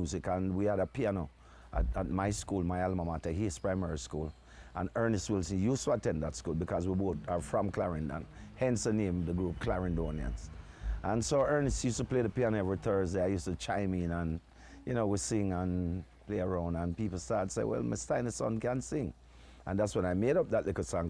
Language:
Jamaican Creole English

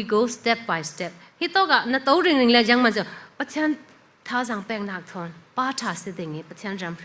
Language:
Falam Chin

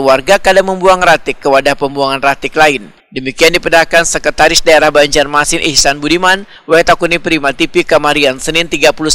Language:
Banjar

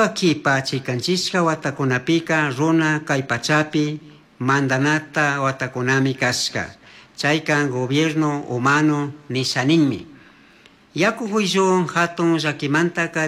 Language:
Chimborazo Highland Quichua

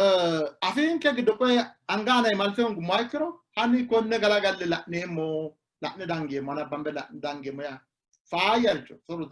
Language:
Sidamo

